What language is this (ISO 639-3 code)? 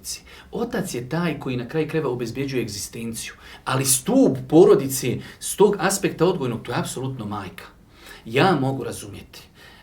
bos